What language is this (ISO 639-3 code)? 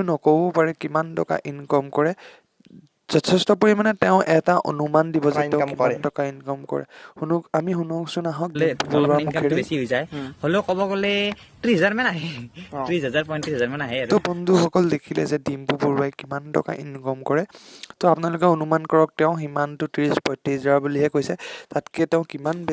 asm